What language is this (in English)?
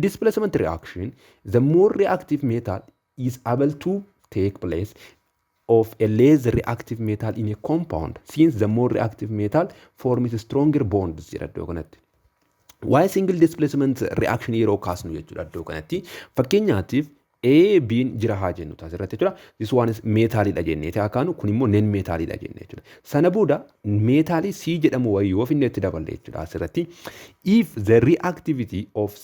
Oromo